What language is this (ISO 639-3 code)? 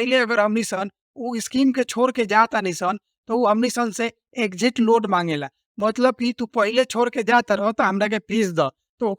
bho